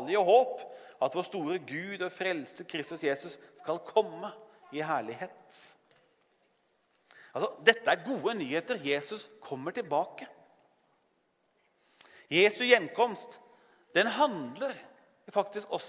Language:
Norwegian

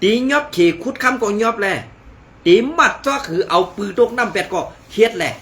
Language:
Shan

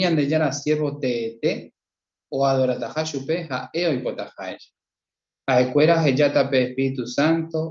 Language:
Guarani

